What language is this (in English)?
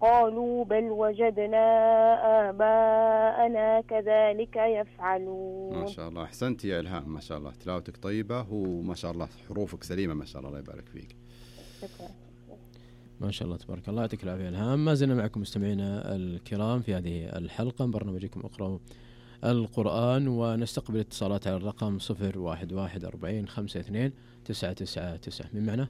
Najdi Arabic